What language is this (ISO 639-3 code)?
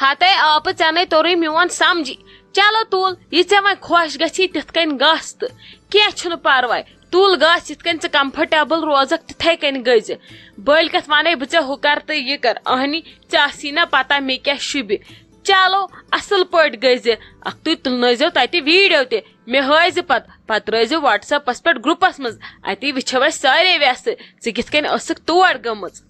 kas